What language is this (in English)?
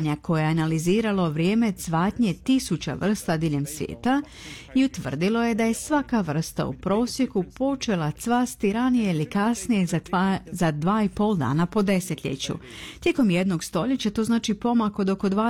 Croatian